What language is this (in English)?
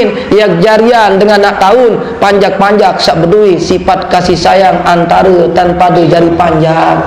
Sasak